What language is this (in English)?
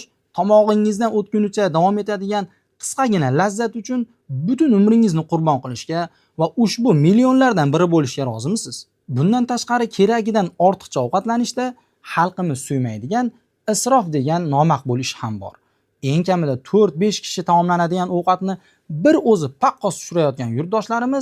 Uzbek